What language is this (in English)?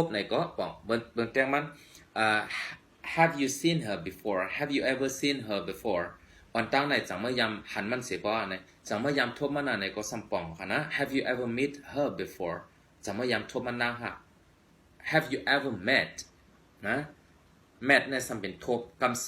Shan